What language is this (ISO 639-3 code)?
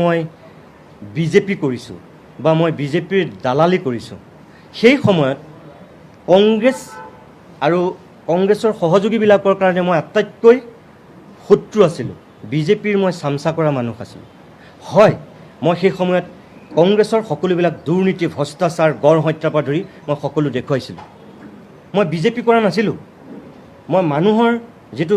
asm